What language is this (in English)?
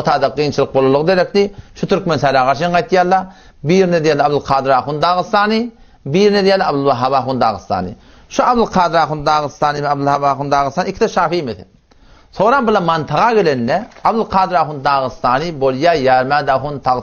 Turkmen